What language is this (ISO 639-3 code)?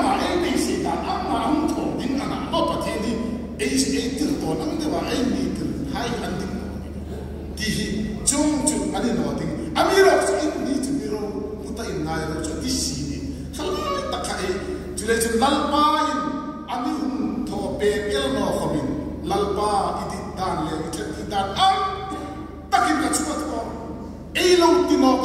hmr